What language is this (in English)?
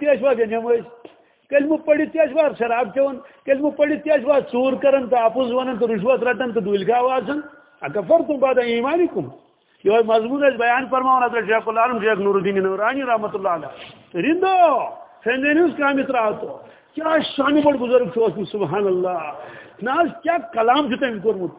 Kashmiri